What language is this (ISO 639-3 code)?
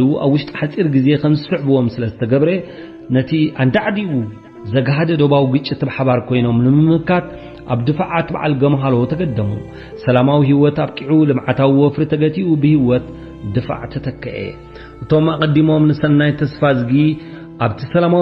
tir